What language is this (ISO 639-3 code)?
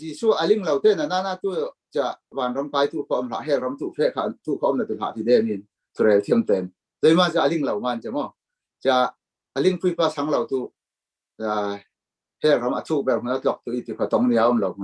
cfm